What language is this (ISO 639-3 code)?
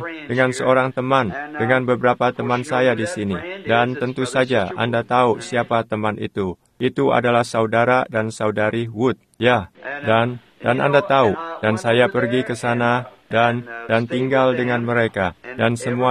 ind